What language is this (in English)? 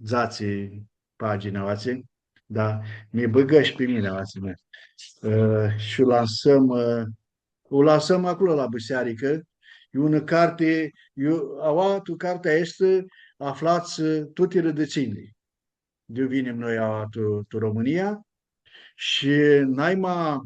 Aromanian